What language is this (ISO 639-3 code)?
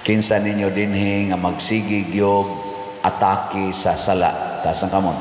ceb